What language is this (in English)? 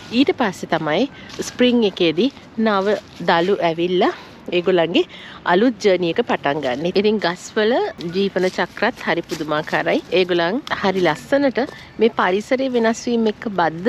Sinhala